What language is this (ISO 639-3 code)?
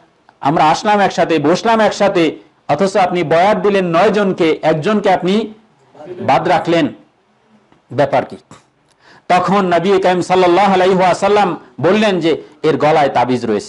ben